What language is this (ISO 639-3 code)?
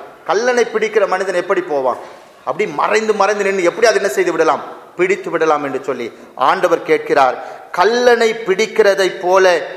tam